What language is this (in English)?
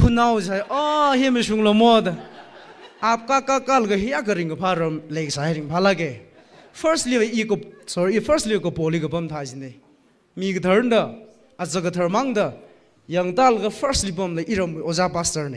Tangkhul Naga (India)